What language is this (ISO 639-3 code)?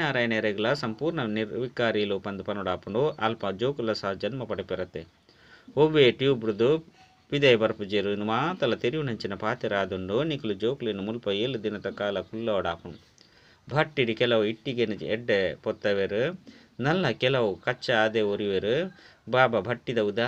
tcy